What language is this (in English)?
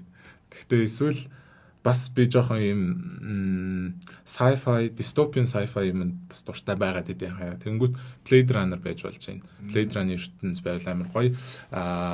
Mongolian